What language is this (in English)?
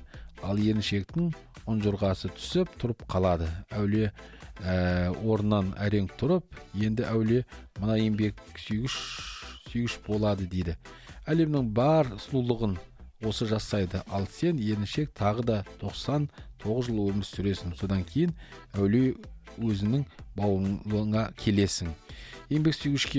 Kazakh